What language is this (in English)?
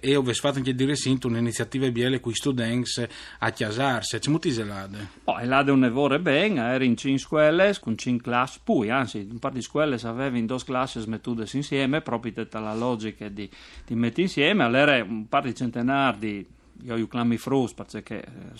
Friulian